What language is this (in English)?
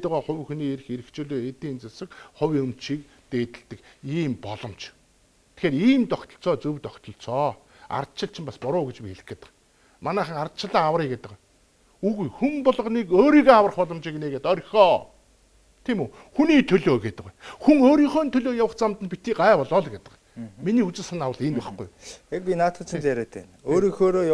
Mongolian